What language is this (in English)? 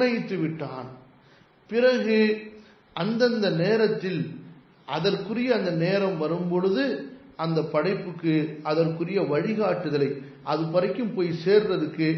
Tamil